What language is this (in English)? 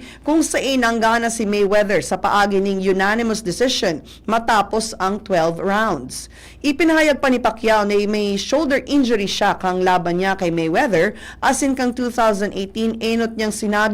Bikol